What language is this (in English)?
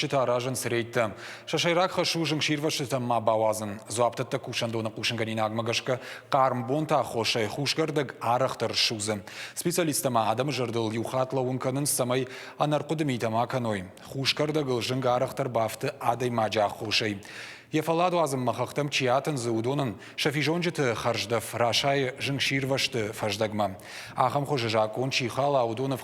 Ossetic